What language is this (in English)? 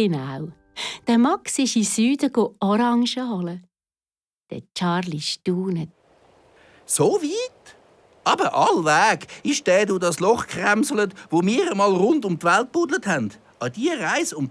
Swiss German